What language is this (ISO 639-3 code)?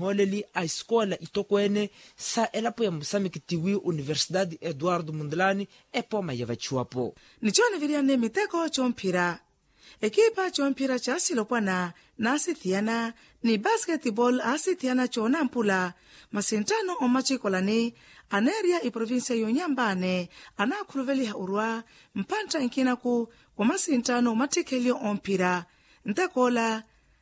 vmw